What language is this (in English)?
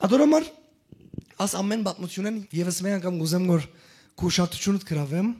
Western Armenian